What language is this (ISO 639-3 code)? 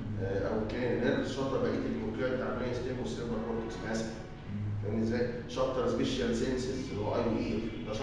arz